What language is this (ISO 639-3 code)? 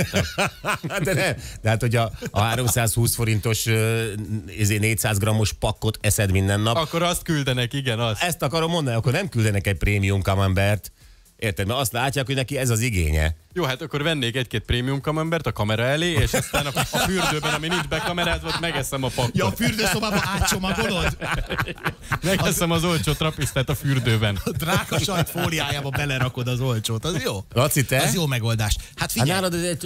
hun